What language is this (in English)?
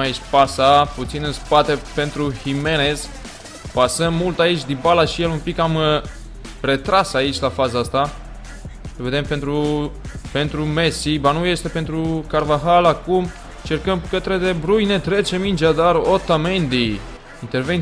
Romanian